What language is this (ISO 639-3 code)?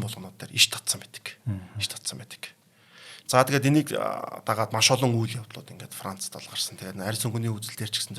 mon